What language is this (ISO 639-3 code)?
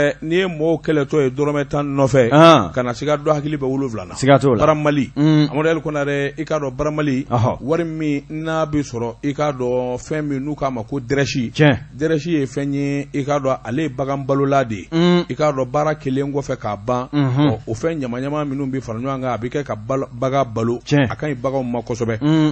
bam